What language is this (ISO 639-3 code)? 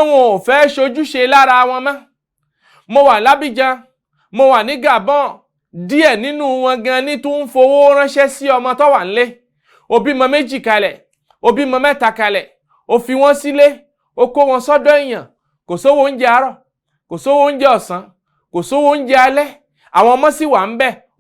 yor